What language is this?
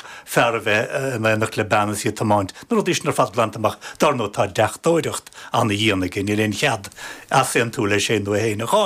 Irish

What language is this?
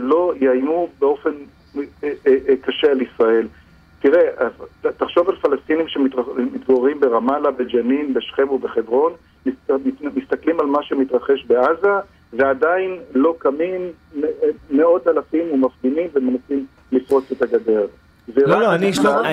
Hebrew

